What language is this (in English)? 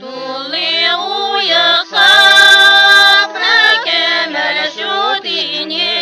Chuvash